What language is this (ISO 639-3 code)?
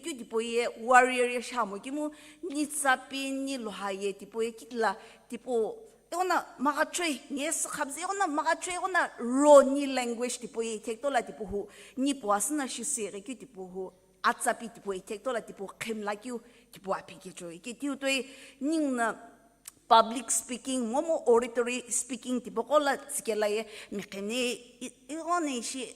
nsm